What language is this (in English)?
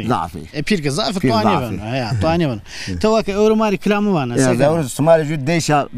Zaza